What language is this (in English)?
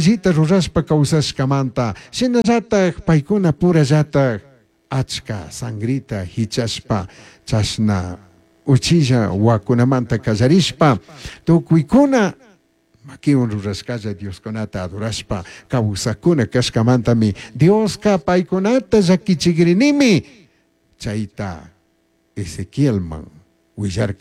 Chimborazo Highland Quichua